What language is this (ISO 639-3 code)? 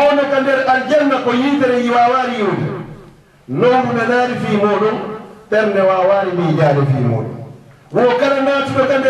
ful